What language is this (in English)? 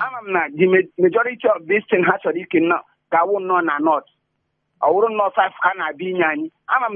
Igbo